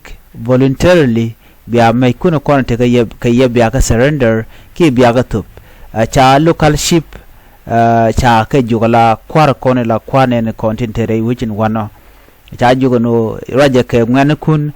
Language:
Nuer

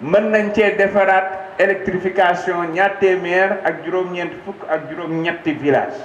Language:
Wolof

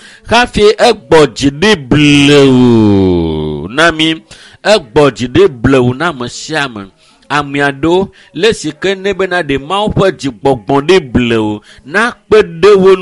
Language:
Ewe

